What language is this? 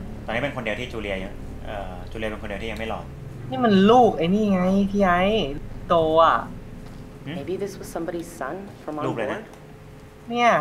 Thai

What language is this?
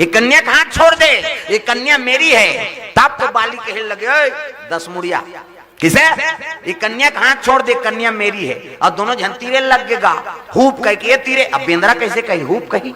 Chhattisgarhi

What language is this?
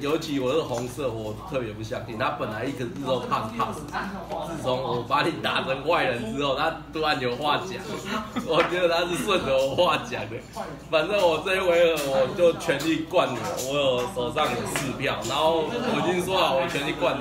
Chinese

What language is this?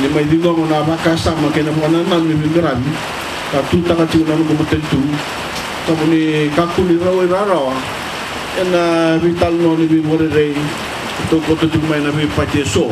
Fijian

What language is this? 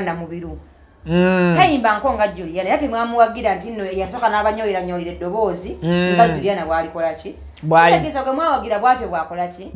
Ganda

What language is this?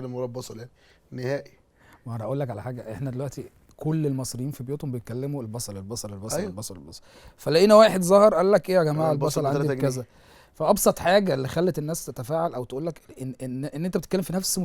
Egyptian Arabic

